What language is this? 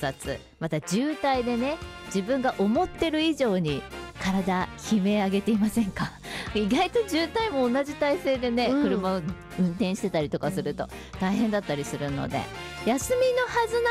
Japanese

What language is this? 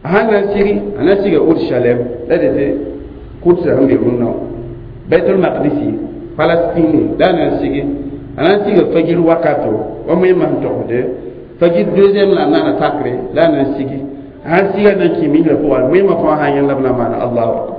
Mossi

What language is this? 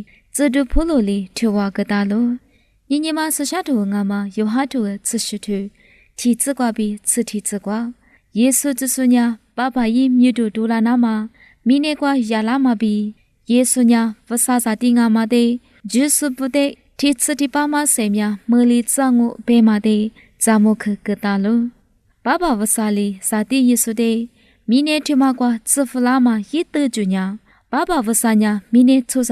Lisu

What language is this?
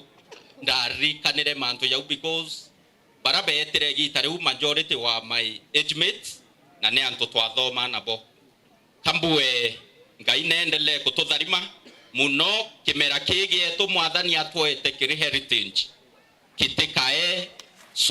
Meru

